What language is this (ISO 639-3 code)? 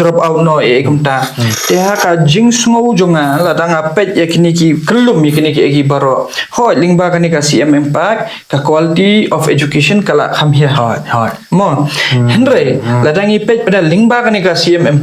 kha